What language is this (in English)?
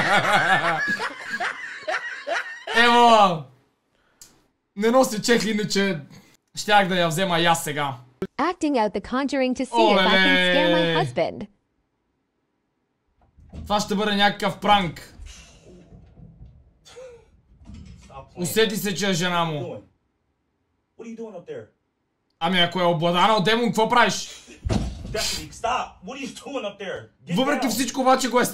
Bulgarian